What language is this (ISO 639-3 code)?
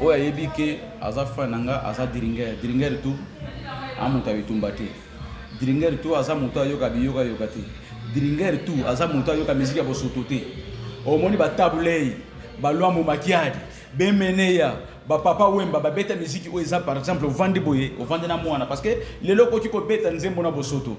lin